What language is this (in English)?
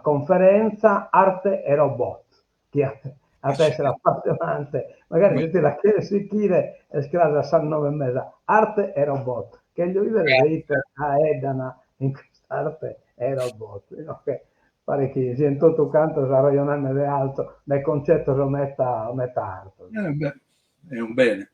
Sardinian